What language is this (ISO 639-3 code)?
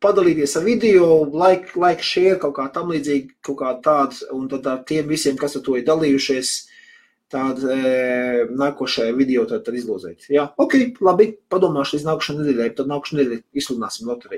lav